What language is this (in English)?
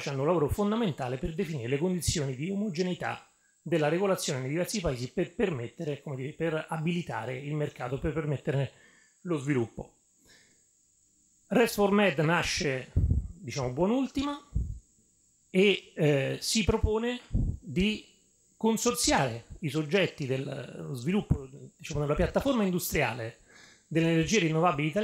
Italian